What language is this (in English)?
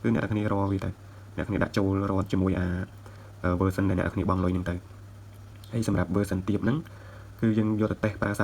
Khmer